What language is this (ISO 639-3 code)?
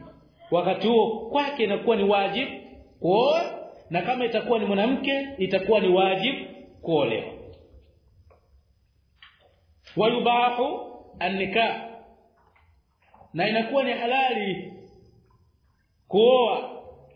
swa